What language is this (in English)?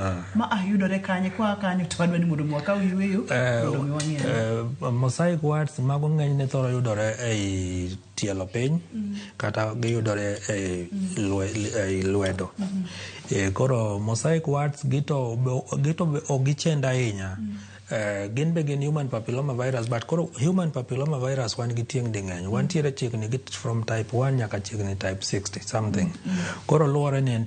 Luo (Kenya and Tanzania)